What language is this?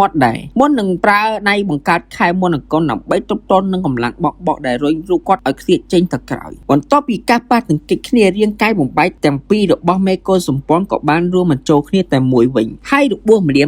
Khmer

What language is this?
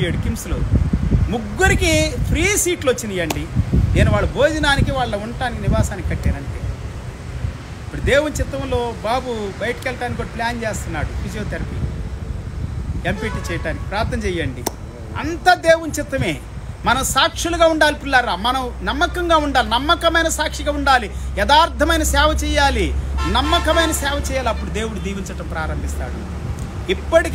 Telugu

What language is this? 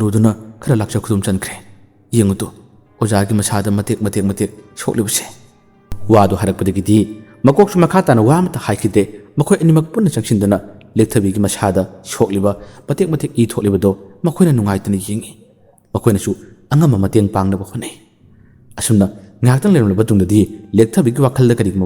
Manipuri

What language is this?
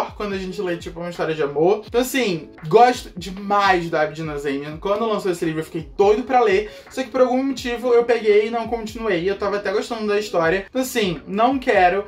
Portuguese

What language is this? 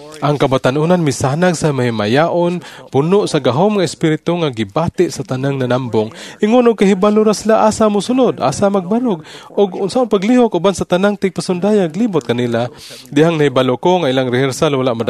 Cebuano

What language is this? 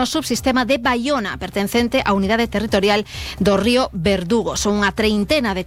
Galician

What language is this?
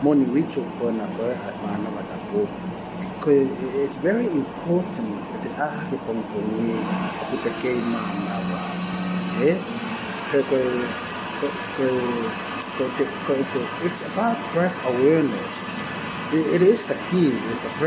Tongan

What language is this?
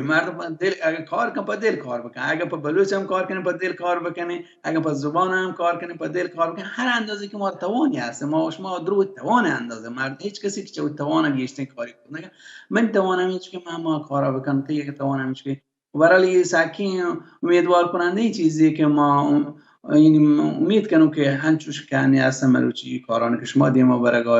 Baluchi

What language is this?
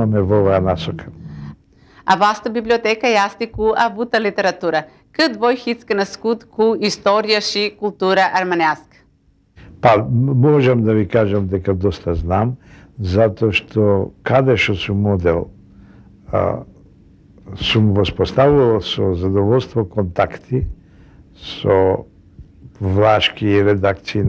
Macedonian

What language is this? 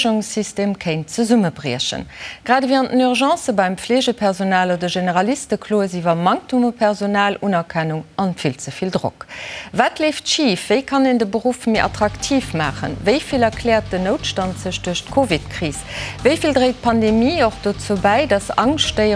Luxembourgish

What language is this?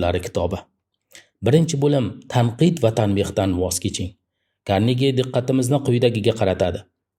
Uzbek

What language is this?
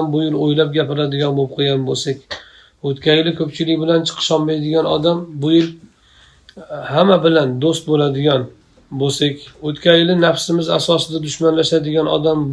Uzbek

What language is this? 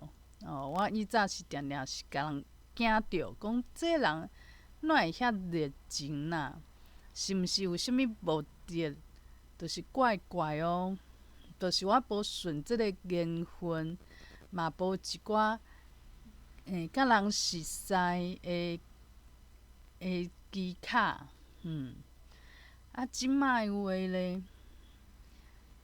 Min Nan Chinese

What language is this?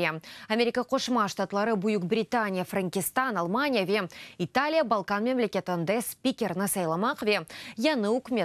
Crimean Tatar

